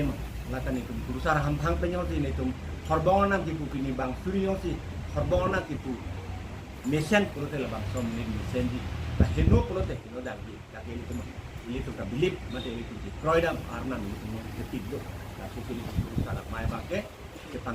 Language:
Karbi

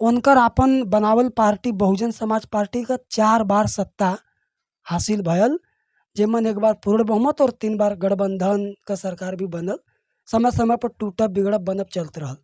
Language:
Bhojpuri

